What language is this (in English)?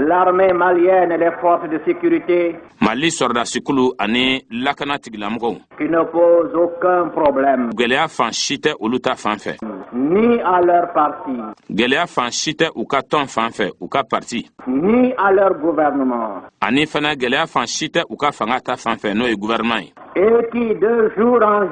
Bambara